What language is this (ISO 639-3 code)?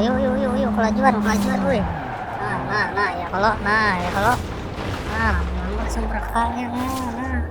bjn